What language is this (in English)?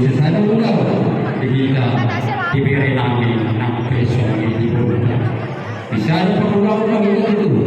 Batak Toba